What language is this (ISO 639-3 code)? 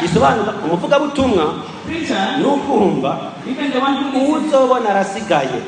run